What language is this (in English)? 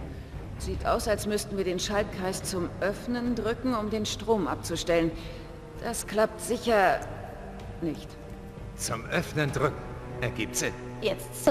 Bavarian